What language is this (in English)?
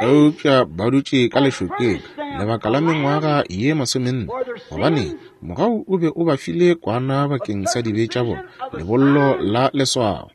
Northern Sotho